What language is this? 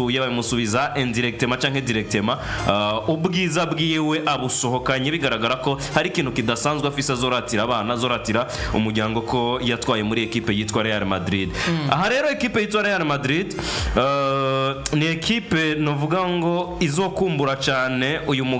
Rundi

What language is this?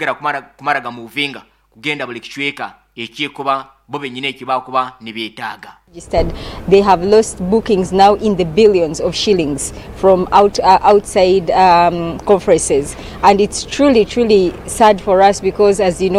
Nyankole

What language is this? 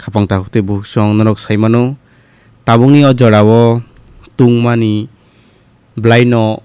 Kok Borok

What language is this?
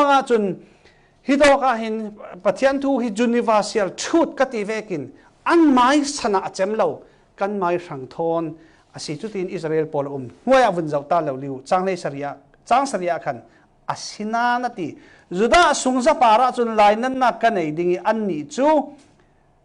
Falam Chin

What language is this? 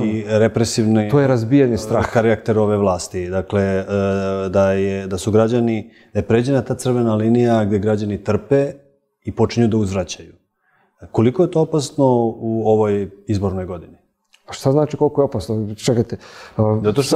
Serbian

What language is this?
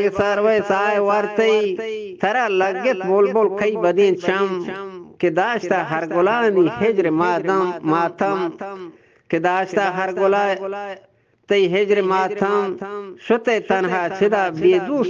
Eastern Balochi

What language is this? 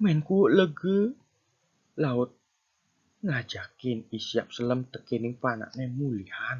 Balinese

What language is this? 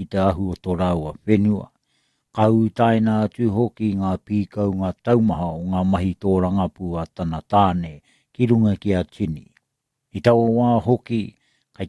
Māori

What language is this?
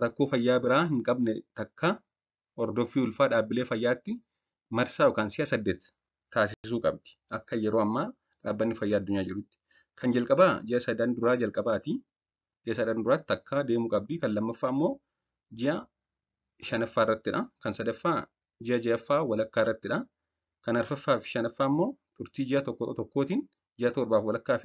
Oromo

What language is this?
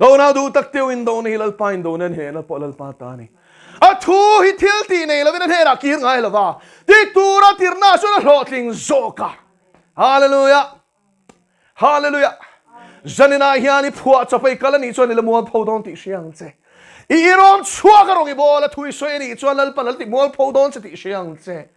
Mizo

